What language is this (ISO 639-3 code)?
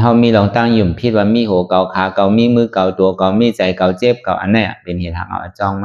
shn